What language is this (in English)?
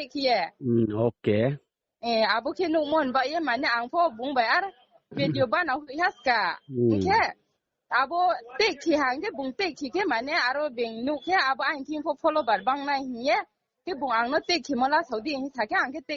Riang (India)